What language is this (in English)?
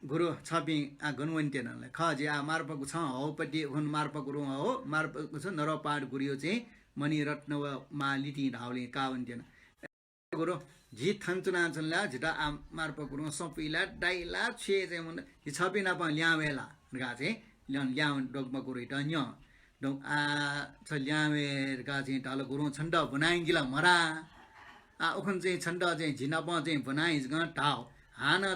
Newari